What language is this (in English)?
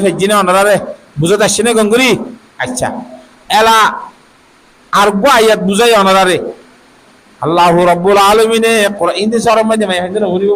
Rohingya